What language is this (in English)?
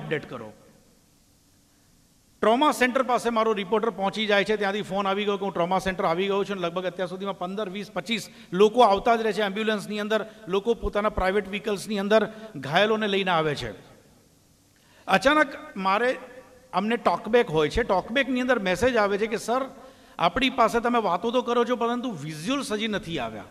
Gujarati